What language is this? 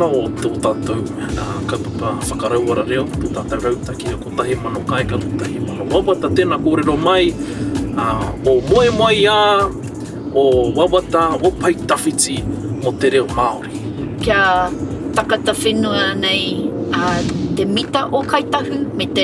Māori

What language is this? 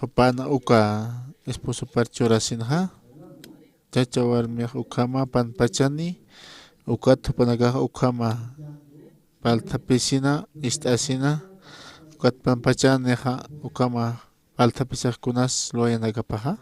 Aymara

